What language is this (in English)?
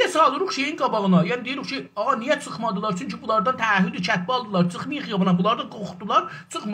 South Azerbaijani